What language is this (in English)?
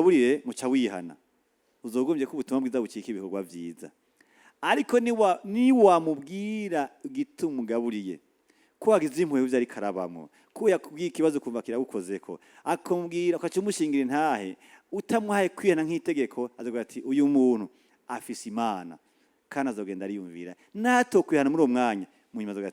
Rundi